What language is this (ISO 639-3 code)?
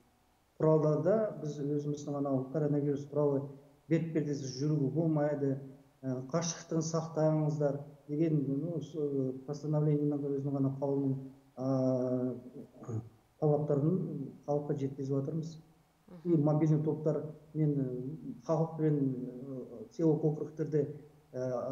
kaz